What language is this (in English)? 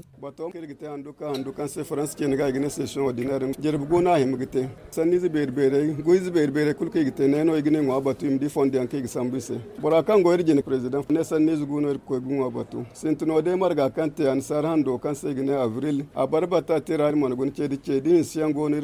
Zarma